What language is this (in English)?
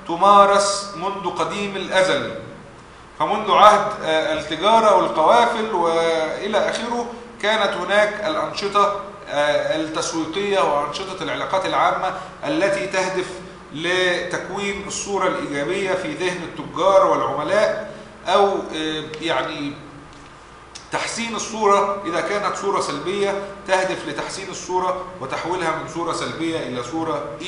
Arabic